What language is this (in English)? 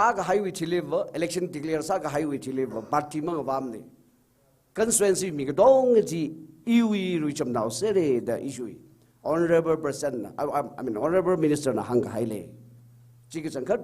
Tangkhul Naga (India)